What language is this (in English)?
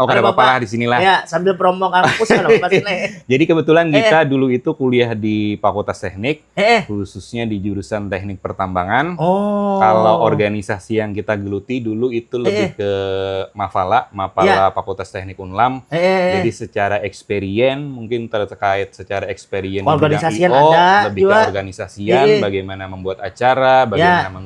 Banjar